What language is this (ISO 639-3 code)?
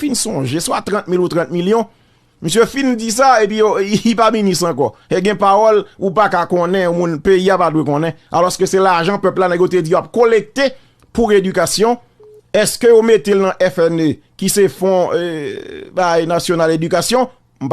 hat